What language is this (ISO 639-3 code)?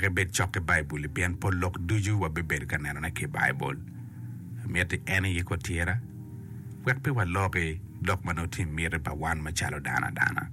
ach